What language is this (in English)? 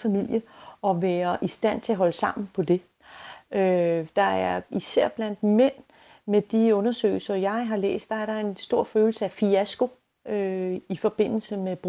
Danish